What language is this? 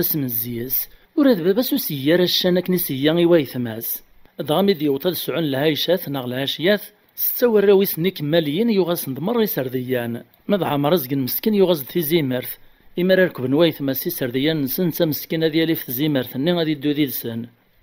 Kabyle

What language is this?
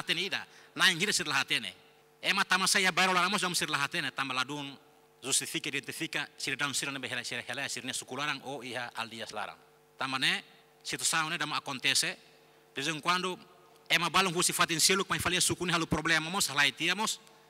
Tetum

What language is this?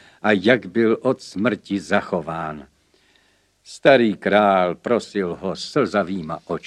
Czech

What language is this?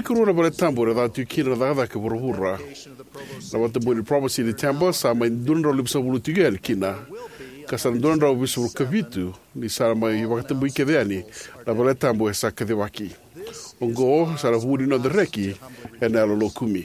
Fijian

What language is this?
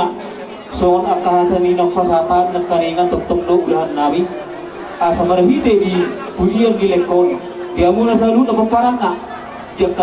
Batak Toba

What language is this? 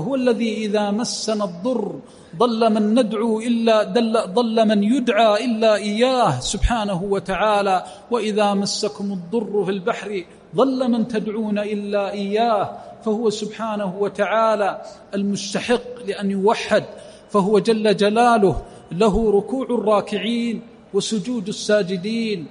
Arabic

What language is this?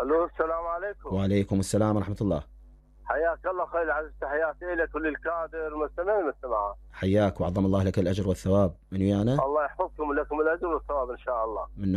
Mesopotamian Arabic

